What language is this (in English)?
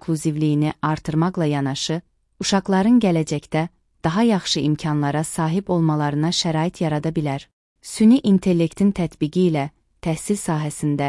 Azerbaijani